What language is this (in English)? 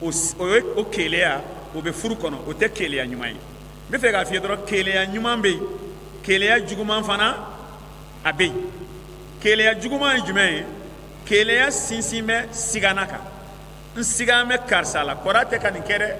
Bambara